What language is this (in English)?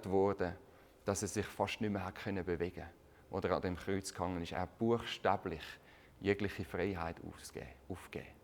Swiss German